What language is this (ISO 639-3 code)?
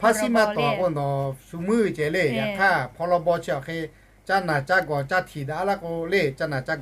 lhu